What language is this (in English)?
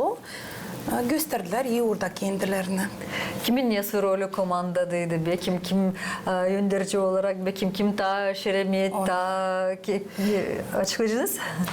Gagauz